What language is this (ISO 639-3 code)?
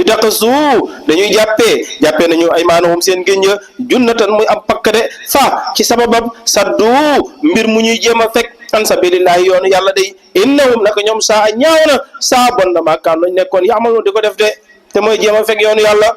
wol